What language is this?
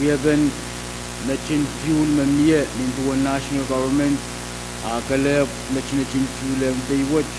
Pohnpeian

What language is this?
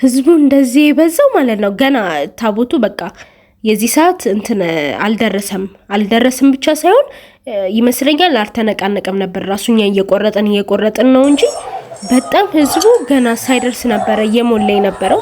Amharic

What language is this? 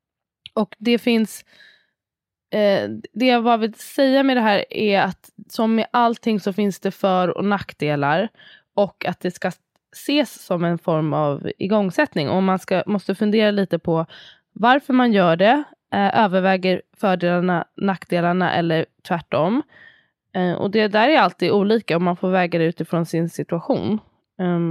Swedish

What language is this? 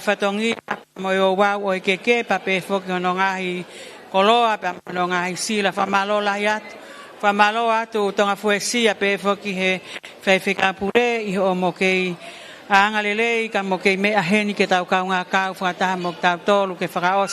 Tongan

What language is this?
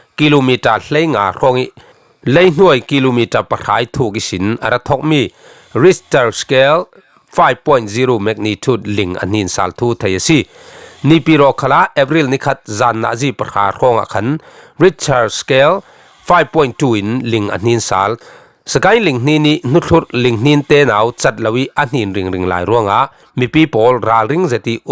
Falam Chin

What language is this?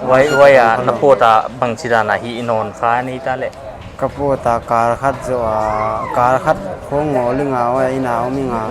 Paite Chin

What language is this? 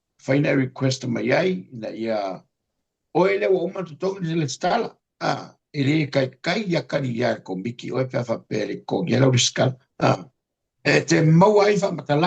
Samoan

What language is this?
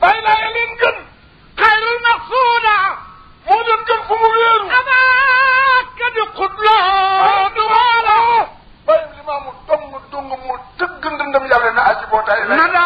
Wolof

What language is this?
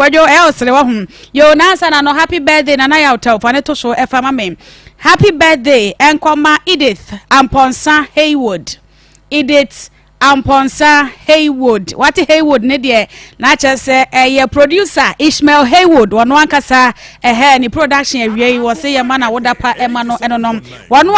Akan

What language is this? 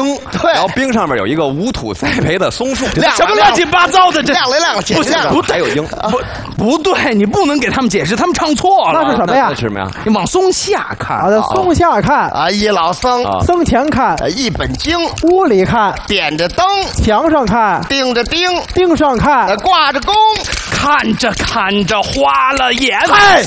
Chinese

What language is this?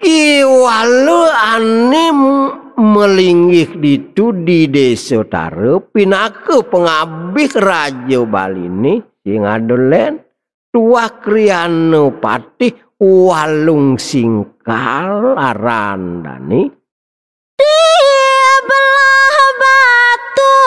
Balinese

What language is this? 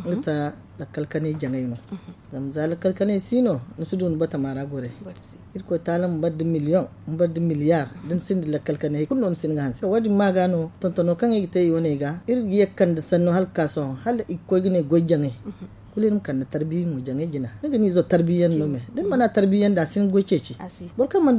Zarma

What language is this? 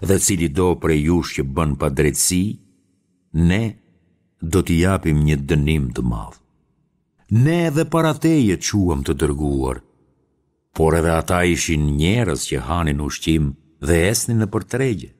Albanian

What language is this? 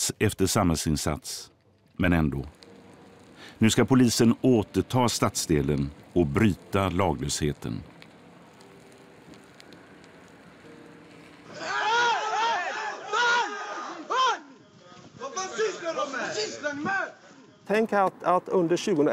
Swedish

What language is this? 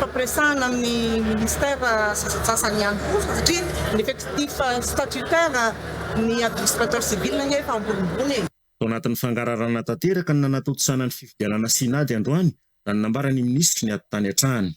Malagasy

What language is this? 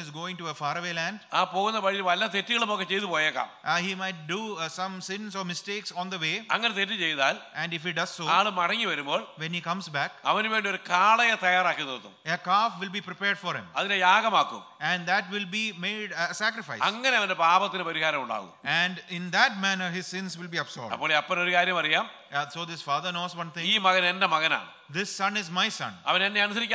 Malayalam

